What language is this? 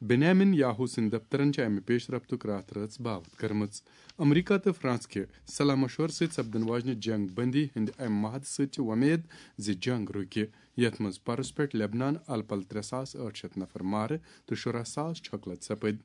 Kashmiri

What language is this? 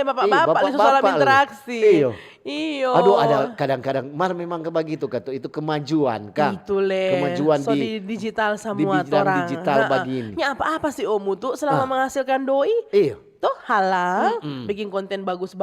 Manado Malay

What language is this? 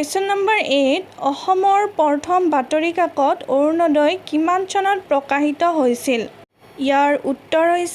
Assamese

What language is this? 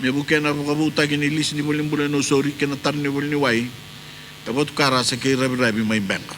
Fijian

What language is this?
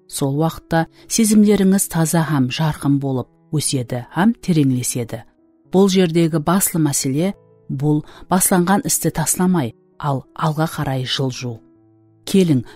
Kara-Kalpak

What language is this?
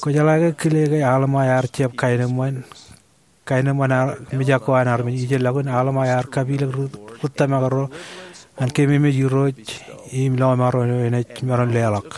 Marshallese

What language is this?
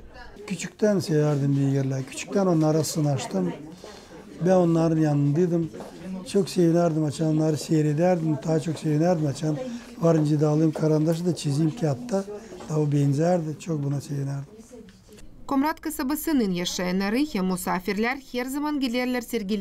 Gagauz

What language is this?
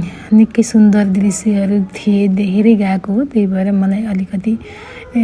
Nepali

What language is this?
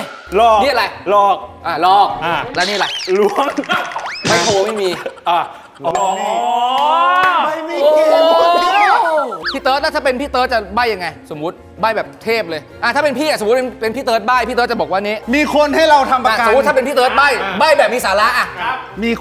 Thai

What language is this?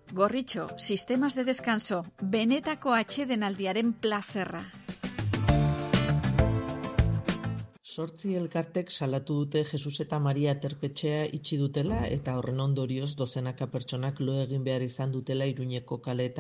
Basque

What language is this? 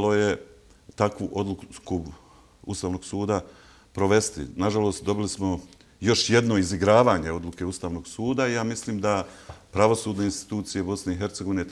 Bosnian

